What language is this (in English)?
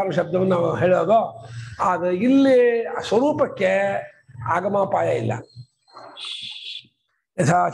Kannada